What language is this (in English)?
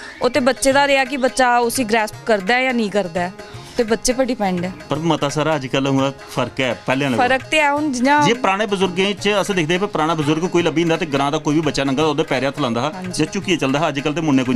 Dogri